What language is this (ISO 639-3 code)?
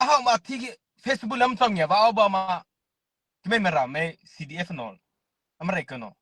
mrh